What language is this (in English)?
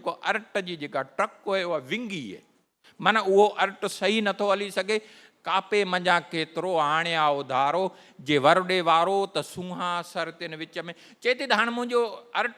Sindhi